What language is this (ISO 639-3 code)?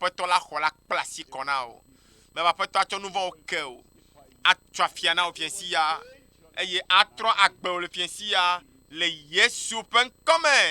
ewe